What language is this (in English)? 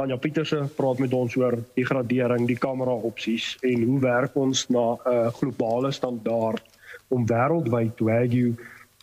Afrikaans